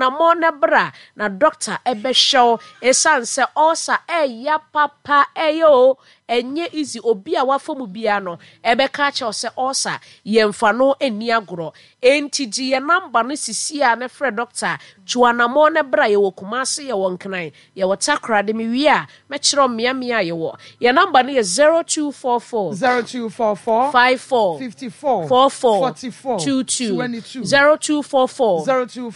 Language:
Akan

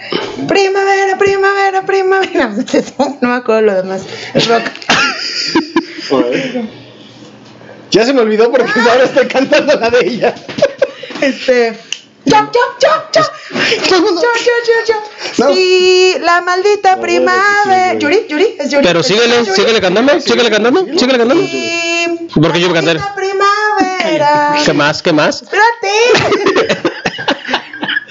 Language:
Spanish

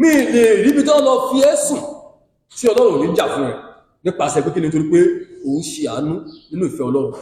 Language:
Yoruba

